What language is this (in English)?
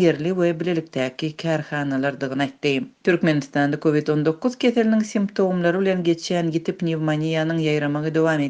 Turkmen